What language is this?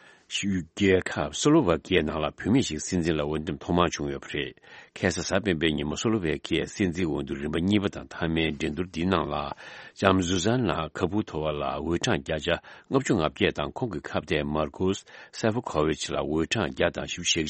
Tibetan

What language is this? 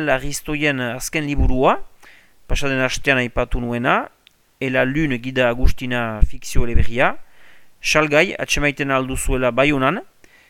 Basque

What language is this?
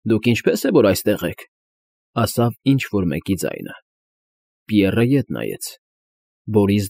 Armenian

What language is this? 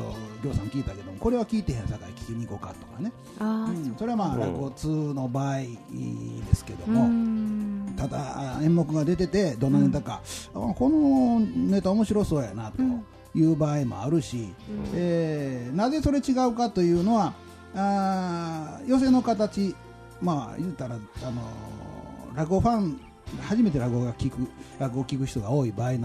Japanese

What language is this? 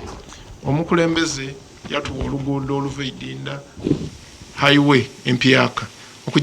Soga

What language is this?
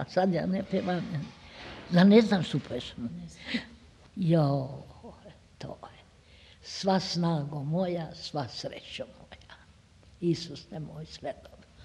Serbian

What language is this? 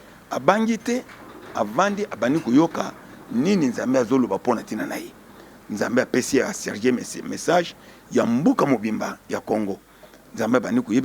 Lingala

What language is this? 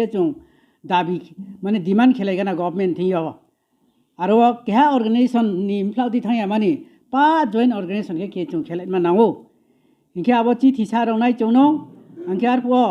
Riang (India)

